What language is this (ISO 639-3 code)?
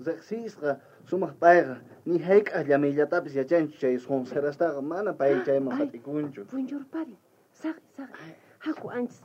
quh